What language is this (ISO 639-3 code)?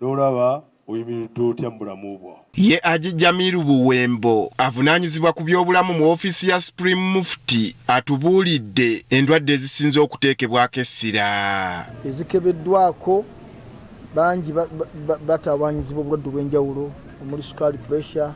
lug